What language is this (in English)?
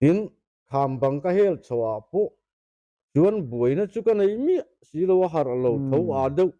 Mizo